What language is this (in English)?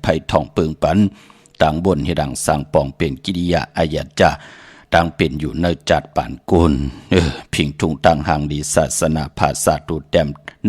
Shan